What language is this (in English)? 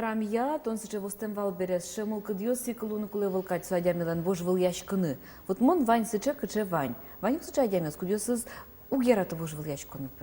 Udmurt